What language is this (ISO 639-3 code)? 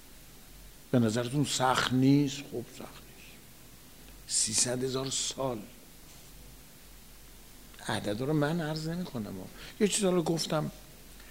fas